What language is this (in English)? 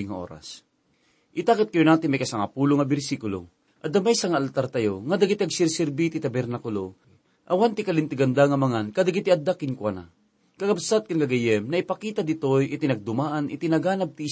Iloko